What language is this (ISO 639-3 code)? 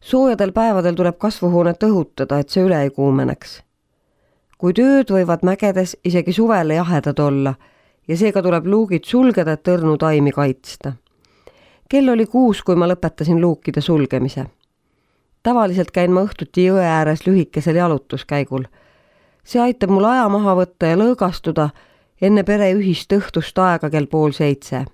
est